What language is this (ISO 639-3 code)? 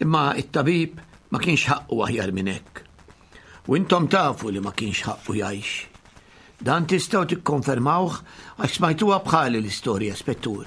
mlt